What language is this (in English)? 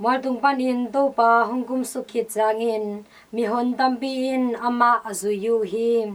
Tedim Chin